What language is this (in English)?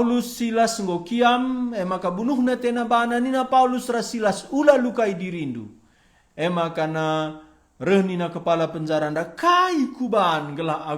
Batak Karo